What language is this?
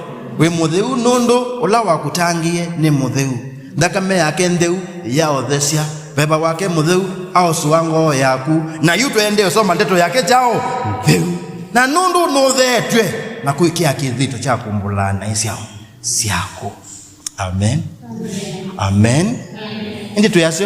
Kamba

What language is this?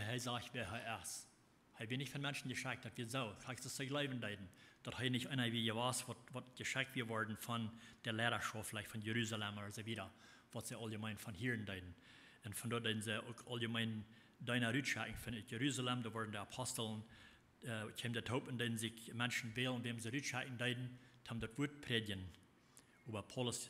Plautdietsch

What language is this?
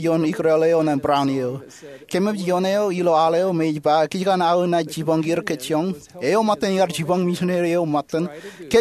Marshallese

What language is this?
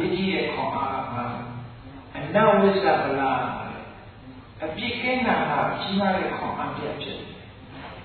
Burmese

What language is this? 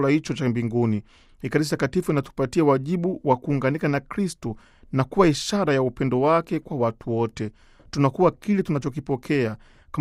Swahili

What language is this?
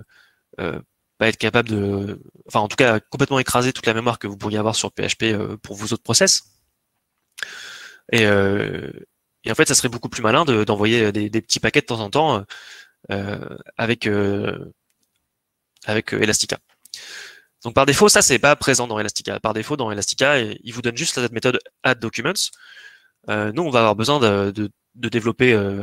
French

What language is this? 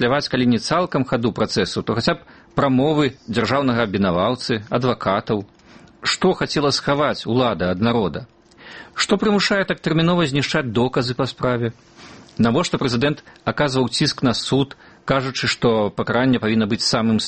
Belarusian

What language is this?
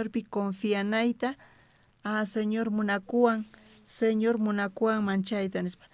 South Bolivian Quechua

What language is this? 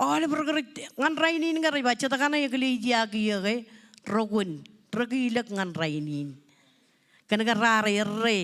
Marshallese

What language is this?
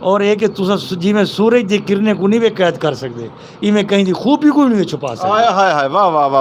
Saraiki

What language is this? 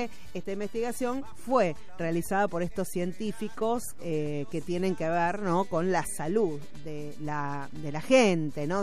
Spanish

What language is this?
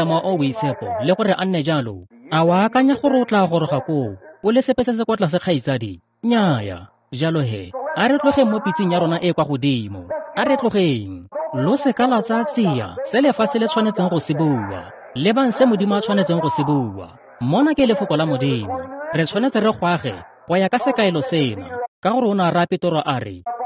Tswana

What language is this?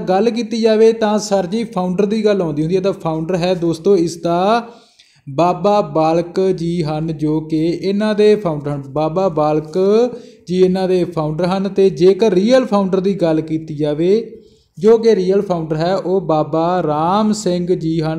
Punjabi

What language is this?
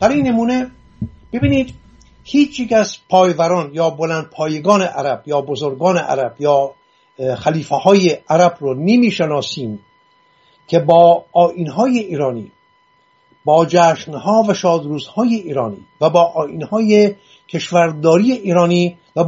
Persian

